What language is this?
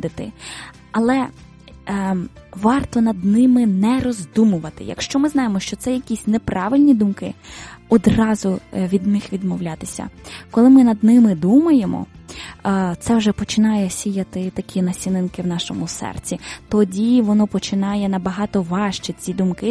Ukrainian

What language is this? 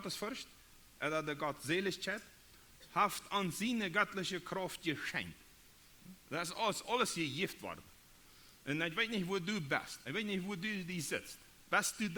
Plautdietsch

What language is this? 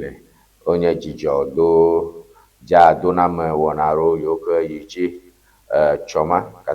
Ewe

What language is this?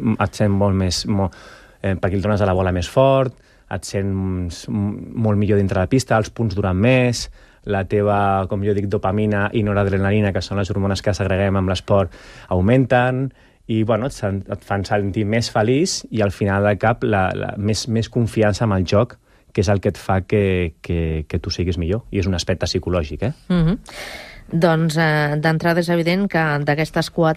Catalan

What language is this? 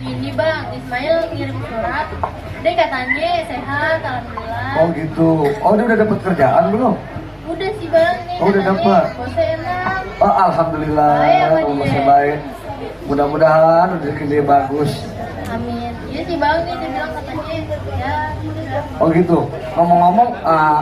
Betawi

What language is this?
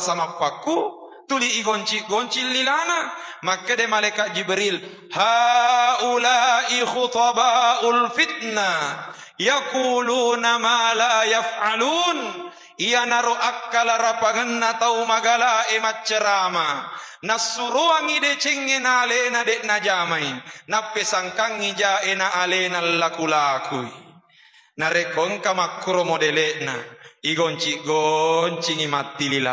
Buginese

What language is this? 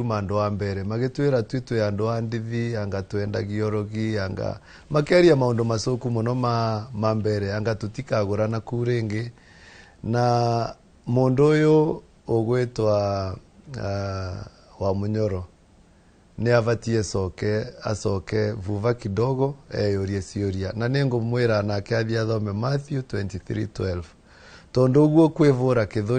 Kikuyu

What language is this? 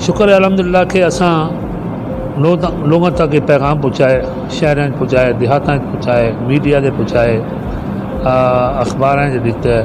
Saraiki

